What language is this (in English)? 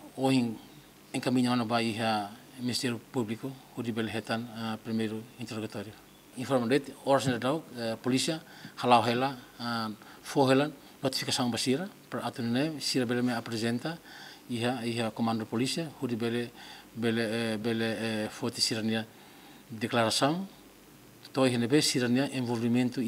Tetum